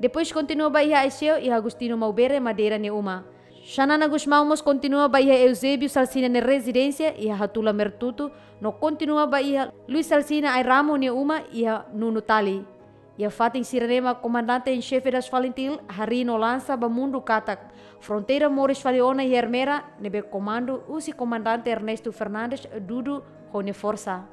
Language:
Tetum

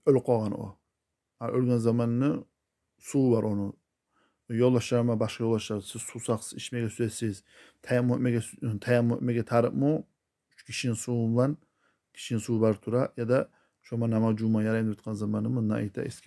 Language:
Kumyk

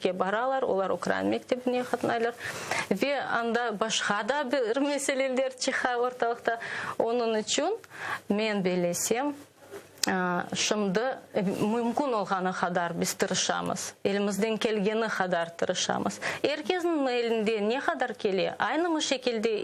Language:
Crimean Tatar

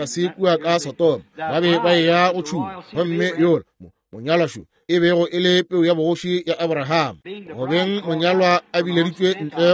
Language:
Northern Sotho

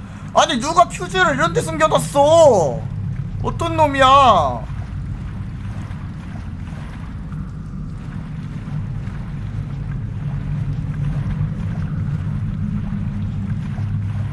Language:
Korean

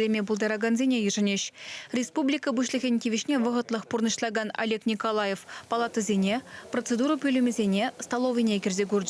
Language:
Chuvash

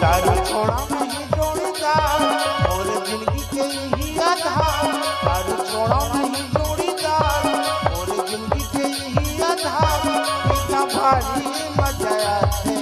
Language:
Chhattisgarhi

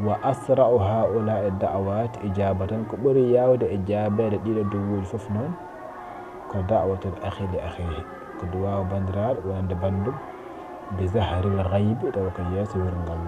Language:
Fula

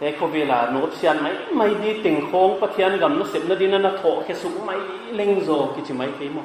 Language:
Paite Chin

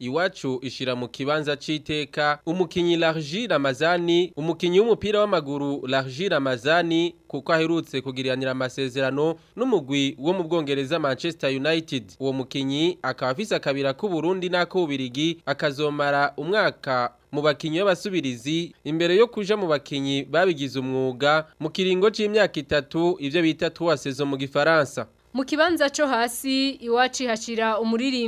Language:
Rundi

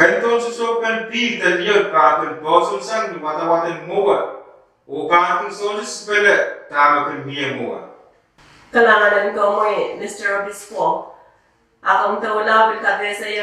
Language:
Pohnpeian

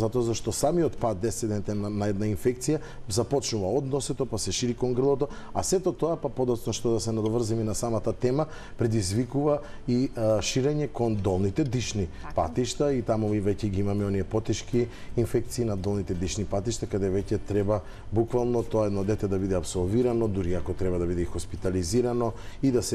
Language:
Macedonian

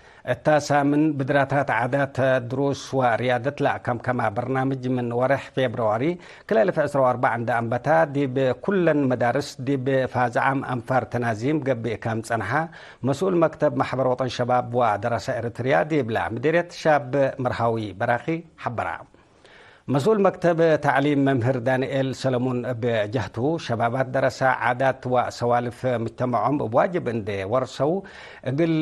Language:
Tigre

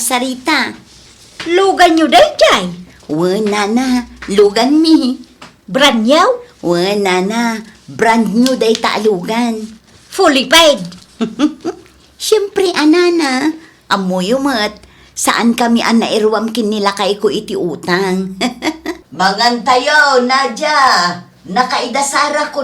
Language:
Iloko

